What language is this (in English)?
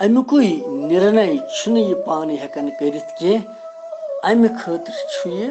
Kashmiri